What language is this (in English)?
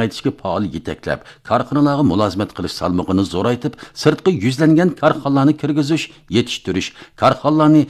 Uyghur